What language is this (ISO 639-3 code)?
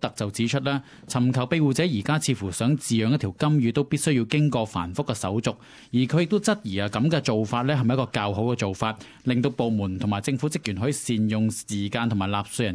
yue